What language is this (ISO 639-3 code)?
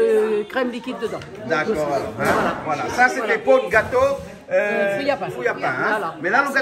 rcf